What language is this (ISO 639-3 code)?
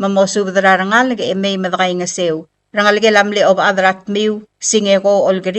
pau